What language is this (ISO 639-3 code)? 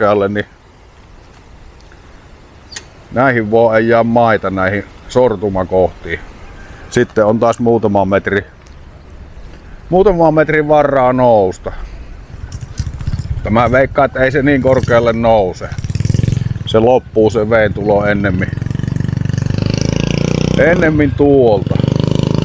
fin